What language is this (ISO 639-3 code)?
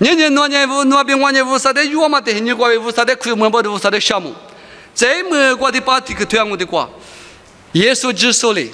lis